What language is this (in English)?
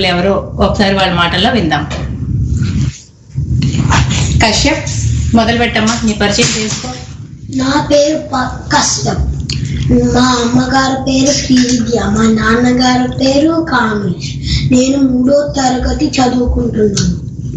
Telugu